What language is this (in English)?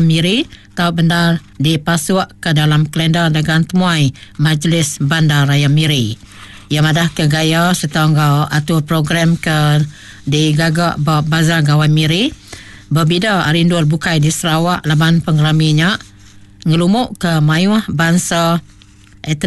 Iban